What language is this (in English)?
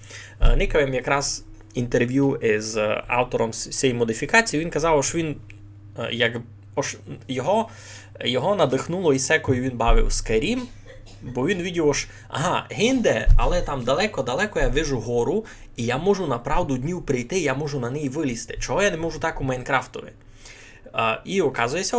Rusyn